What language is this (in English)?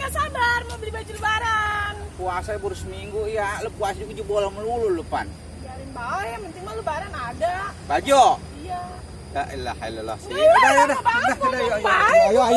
Betawi